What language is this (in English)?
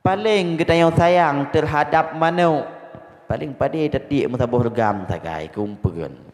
Achinese